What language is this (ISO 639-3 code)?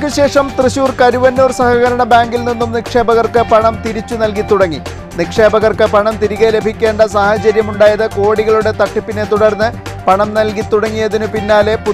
mal